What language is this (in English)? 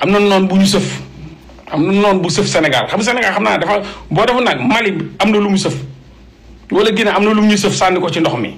Wolof